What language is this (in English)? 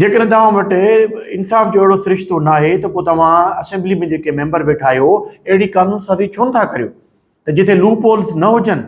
Sindhi